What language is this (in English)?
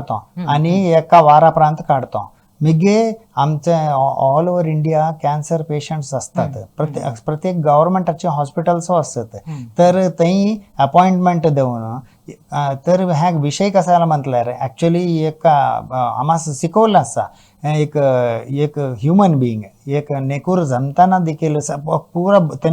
Konkani